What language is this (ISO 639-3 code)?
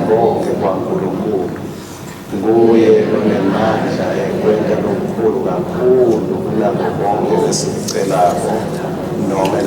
ssw